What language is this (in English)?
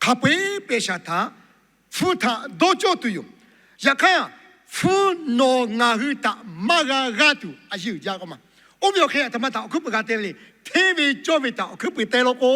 Lahu